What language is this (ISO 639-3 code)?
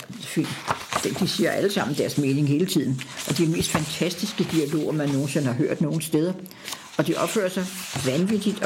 dan